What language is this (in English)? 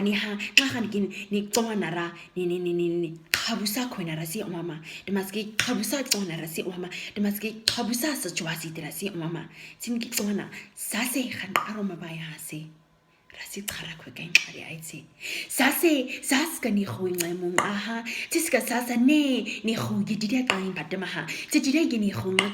Nama